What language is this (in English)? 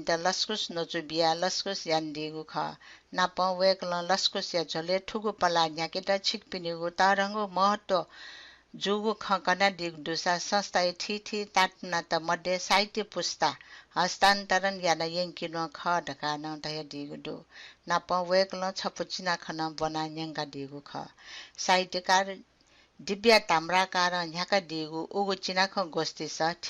Newari